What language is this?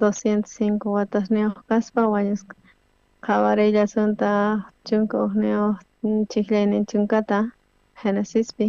South Bolivian Quechua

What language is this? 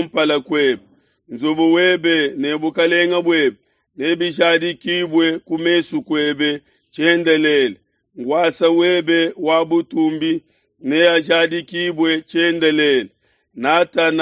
Luba-Lulua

